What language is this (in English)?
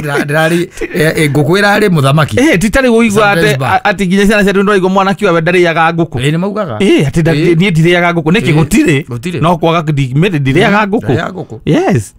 Kikuyu